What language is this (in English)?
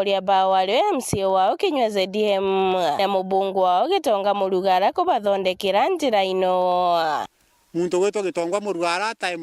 Meru